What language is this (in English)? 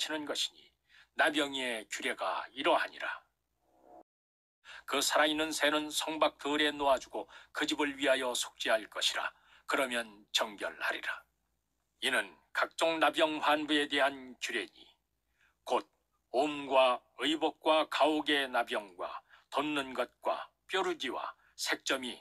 Korean